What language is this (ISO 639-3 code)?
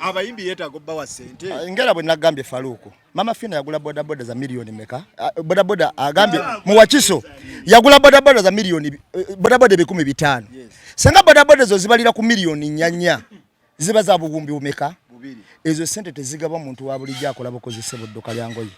lug